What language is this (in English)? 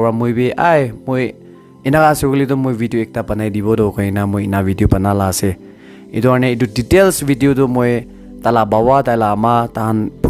Naga Pidgin